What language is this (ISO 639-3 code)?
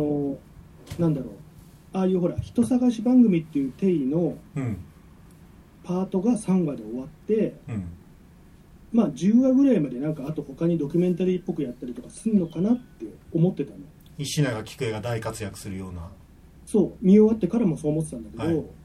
jpn